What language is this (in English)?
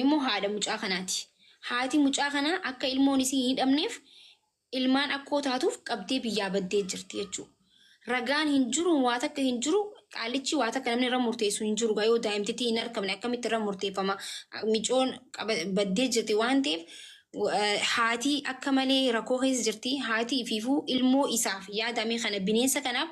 Oromo